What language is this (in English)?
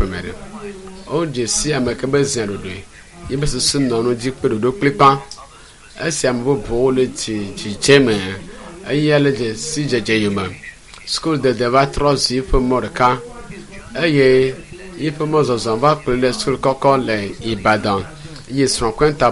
Ewe